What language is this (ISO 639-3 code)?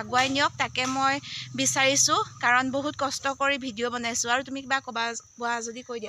asm